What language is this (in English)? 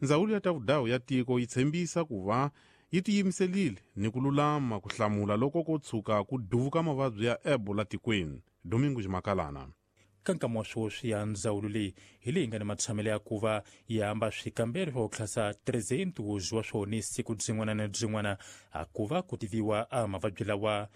Tsonga